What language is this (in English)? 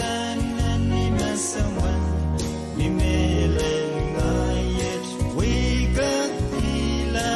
Pohnpeian